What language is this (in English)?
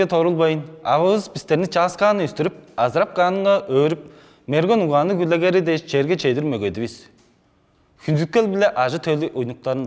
Tuvinian